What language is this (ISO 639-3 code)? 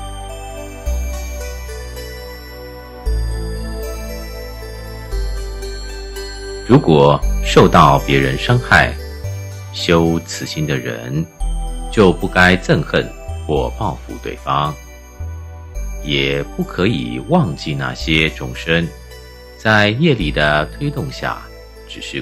zho